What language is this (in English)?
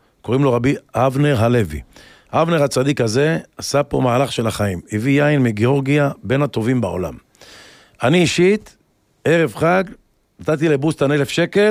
Hebrew